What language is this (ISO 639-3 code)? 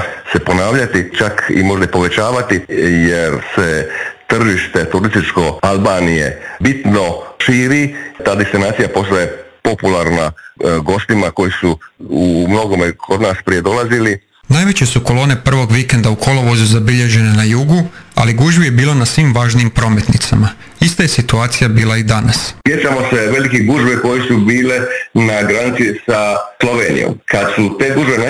hrv